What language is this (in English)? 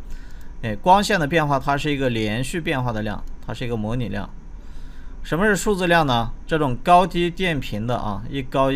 Chinese